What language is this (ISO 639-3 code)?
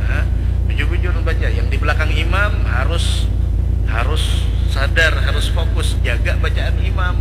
bjn